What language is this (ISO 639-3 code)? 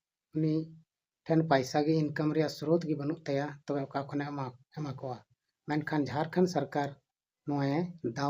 sat